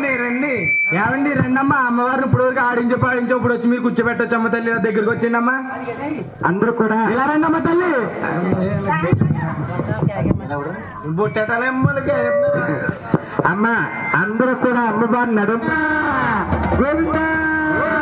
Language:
Telugu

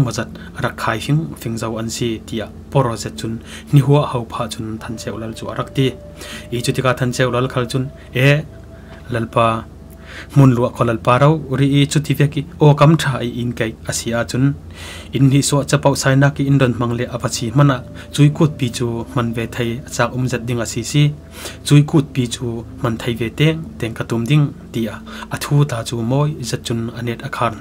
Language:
Falam Chin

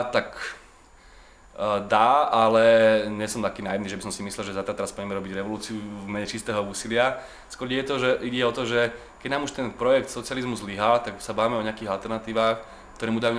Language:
Slovak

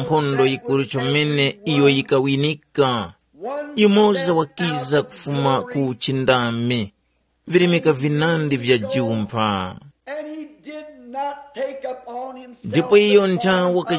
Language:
Tumbuka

